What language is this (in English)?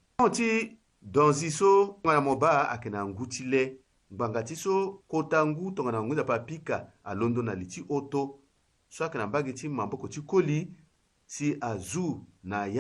Sango